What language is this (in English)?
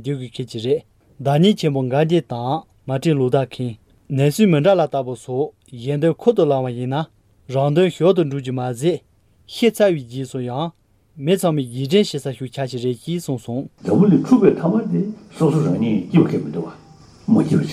Tibetan